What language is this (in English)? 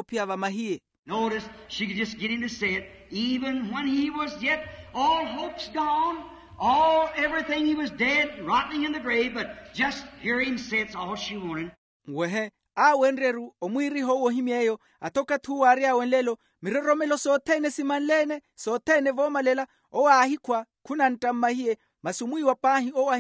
Makhuwa